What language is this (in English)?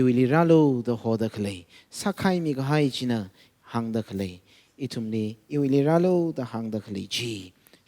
Tangkhul Naga (India)